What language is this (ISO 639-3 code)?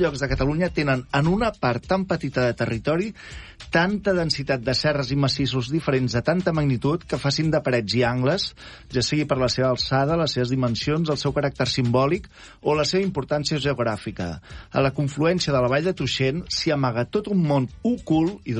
cat